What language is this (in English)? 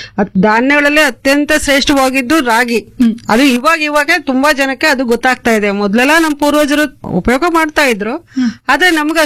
Kannada